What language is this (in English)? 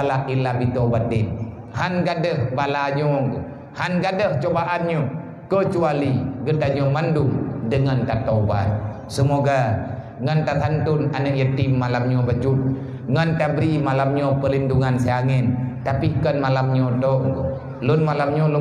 Achinese